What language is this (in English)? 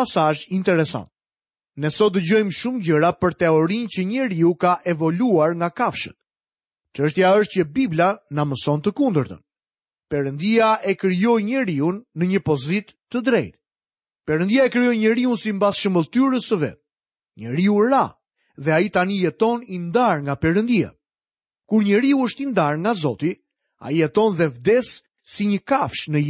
Albanian